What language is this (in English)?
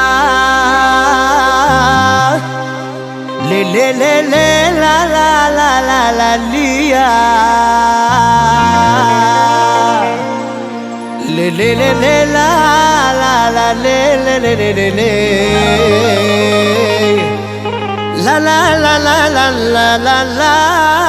Hebrew